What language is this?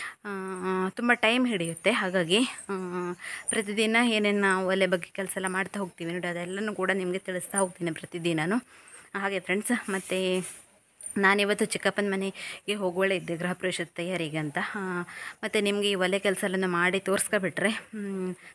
Kannada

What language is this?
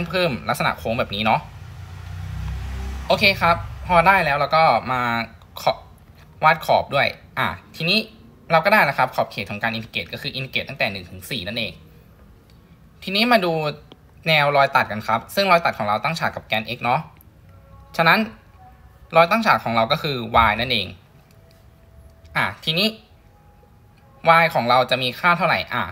Thai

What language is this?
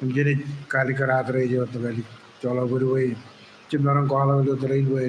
Marshallese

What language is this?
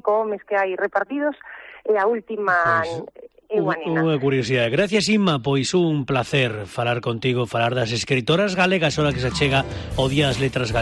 Galician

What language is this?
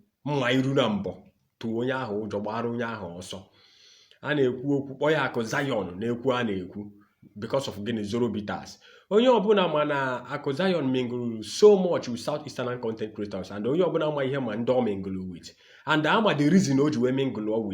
Igbo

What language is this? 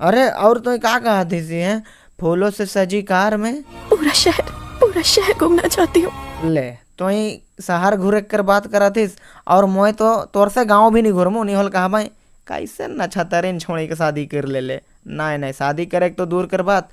Sadri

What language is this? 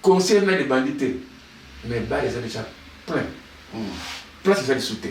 Lingala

